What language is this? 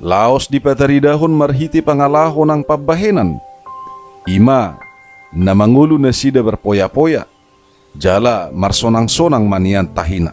Batak Toba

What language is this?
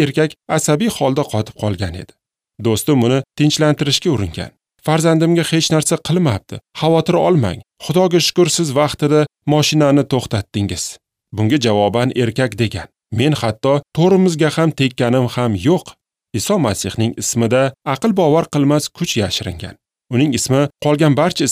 Uzbek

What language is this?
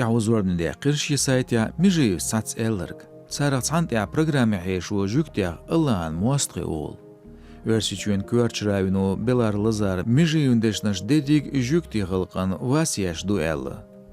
Chechen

